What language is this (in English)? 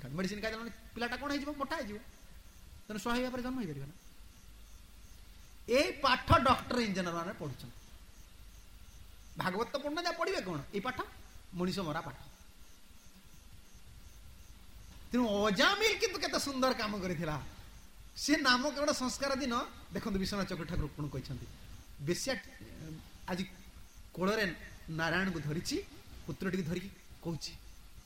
Odia